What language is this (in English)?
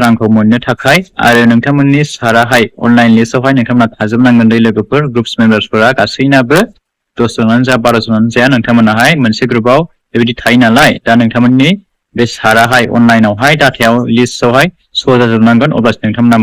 Bodo